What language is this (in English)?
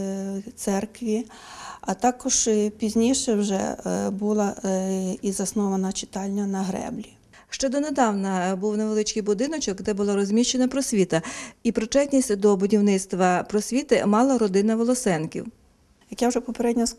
Ukrainian